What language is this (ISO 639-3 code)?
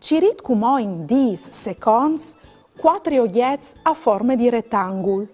fur